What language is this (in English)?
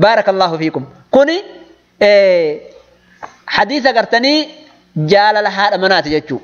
Oromo